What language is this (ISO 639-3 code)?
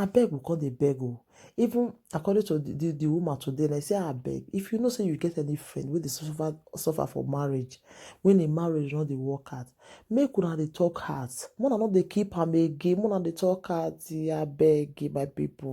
pcm